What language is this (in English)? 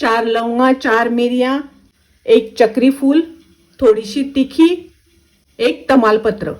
Konkani